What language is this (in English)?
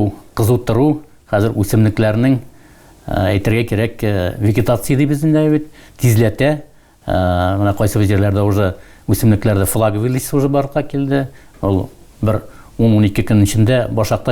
Tatar